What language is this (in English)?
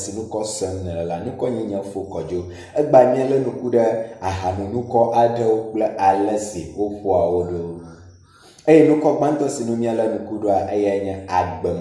Ewe